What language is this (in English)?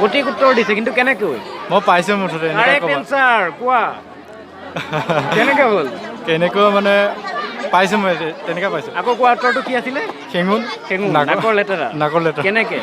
Assamese